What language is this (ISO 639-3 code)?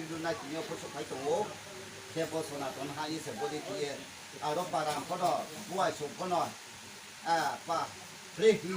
ria